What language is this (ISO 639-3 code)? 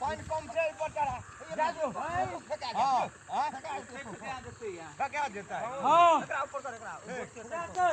mai